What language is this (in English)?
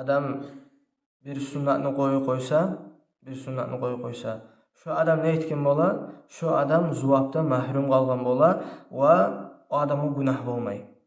Kumyk